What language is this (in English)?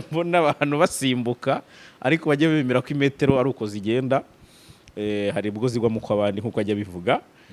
Kinyarwanda